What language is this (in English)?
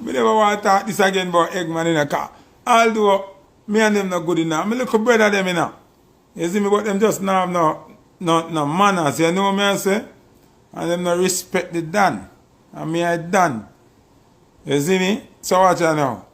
Jamaican Creole English